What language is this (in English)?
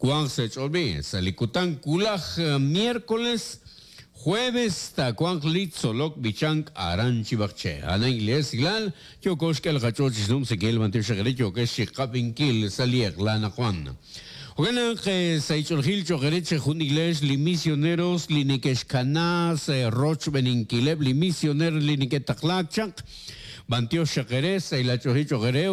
Kekchí